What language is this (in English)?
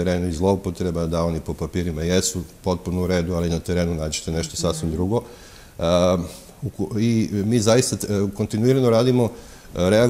Serbian